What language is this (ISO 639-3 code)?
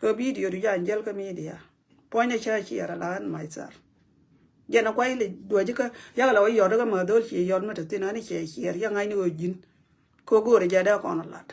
nus